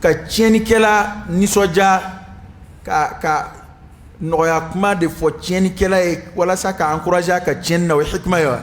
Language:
Dyula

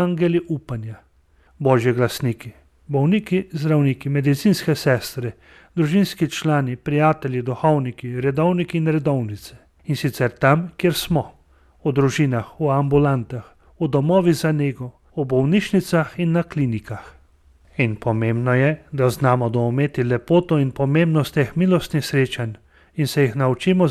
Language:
Slovenian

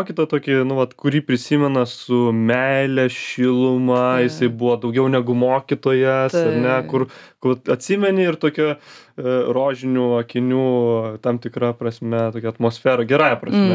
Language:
Lithuanian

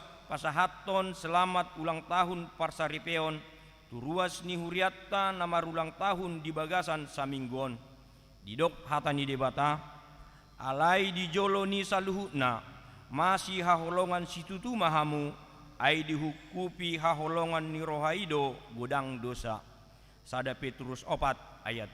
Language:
Batak Toba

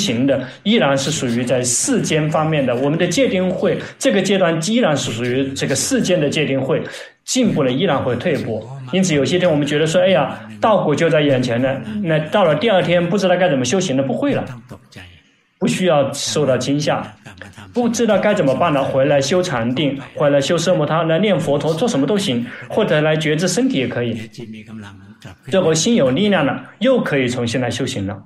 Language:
Chinese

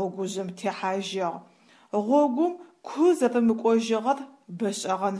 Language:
Adyghe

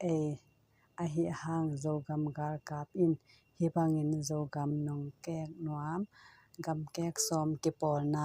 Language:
Tedim Chin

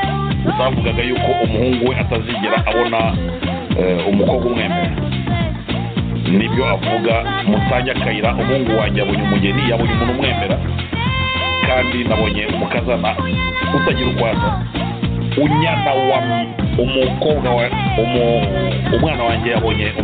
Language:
Kinyarwanda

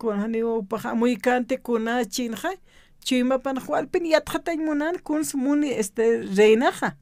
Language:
Aymara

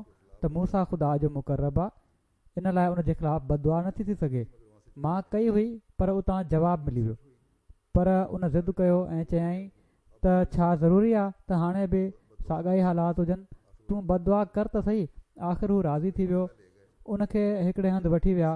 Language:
Sindhi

